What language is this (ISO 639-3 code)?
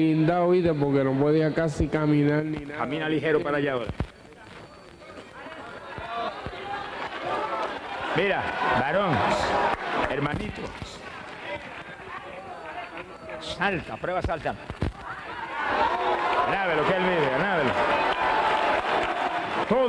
spa